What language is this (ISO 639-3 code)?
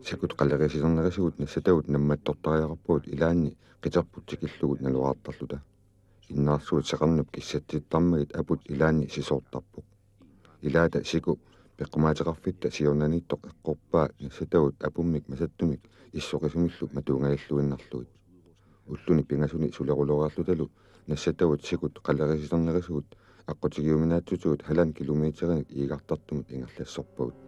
kal